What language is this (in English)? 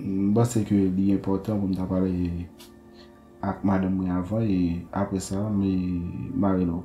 Haitian Creole